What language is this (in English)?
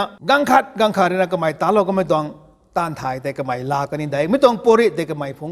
Rongmei Naga